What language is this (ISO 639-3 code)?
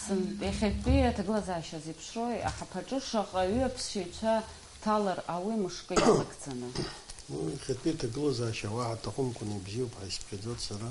abk